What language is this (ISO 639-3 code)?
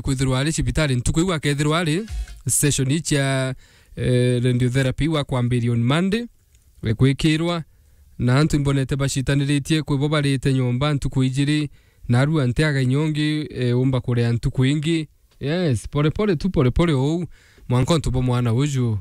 mer